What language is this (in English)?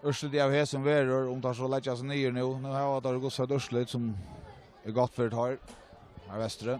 Faroese